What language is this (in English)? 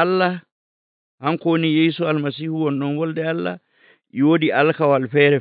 Nigerian Fulfulde